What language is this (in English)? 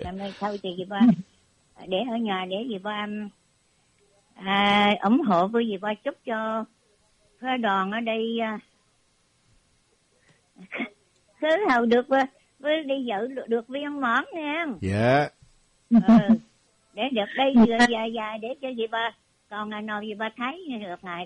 Vietnamese